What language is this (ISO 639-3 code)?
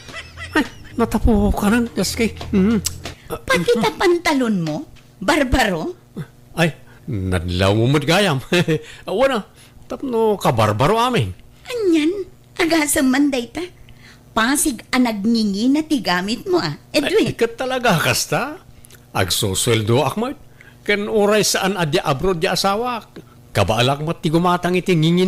ilo